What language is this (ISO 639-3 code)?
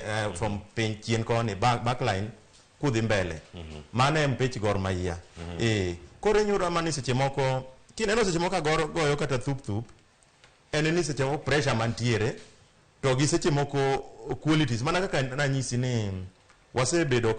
luo